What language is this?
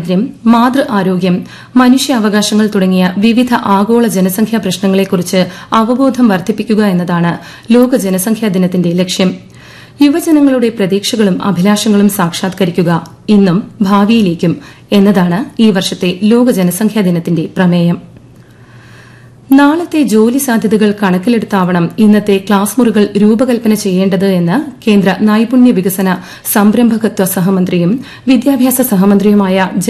Malayalam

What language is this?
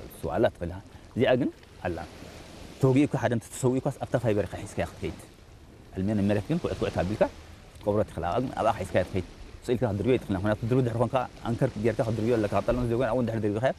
Tigrinya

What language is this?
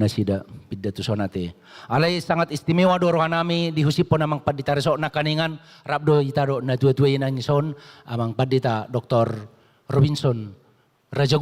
Batak Toba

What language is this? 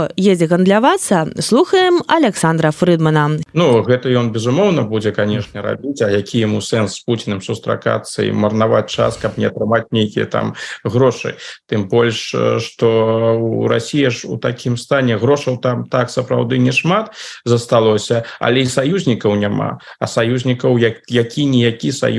Belarusian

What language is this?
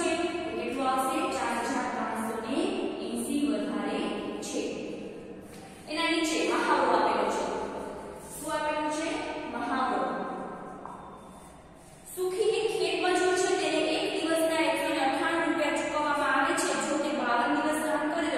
Gujarati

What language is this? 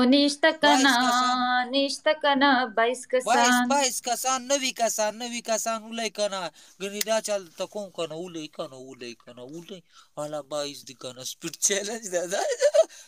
Pashto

